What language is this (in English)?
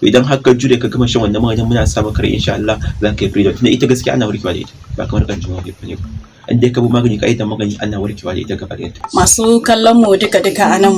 Hausa